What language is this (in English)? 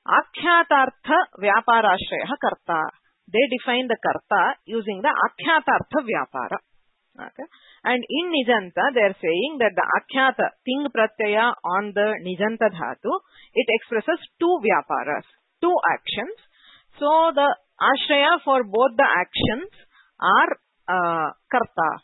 Sanskrit